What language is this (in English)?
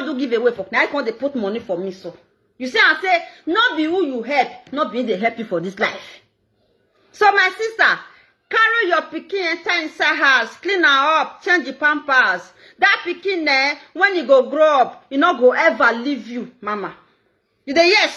Nigerian Pidgin